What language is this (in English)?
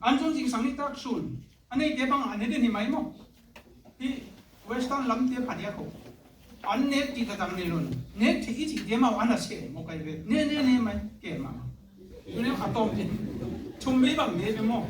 Tedim Chin